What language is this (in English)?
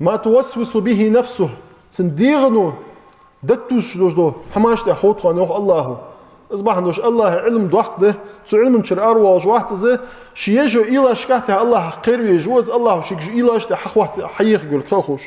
Ingush